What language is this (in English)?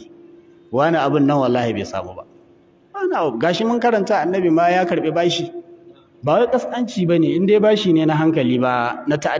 Hausa